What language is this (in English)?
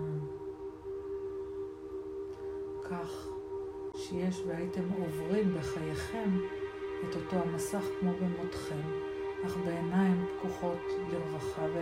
Hebrew